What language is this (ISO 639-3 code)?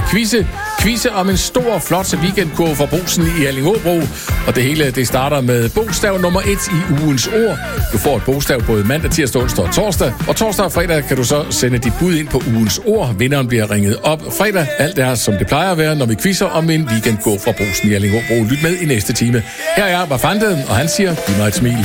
dan